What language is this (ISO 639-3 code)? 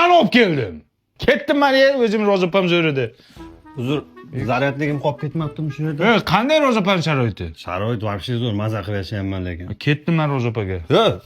uzb